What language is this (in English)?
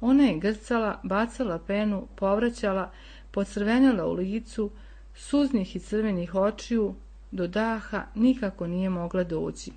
Serbian